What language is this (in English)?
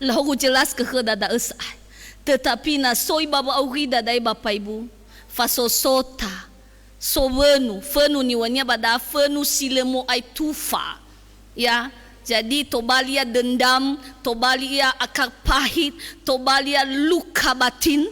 Nias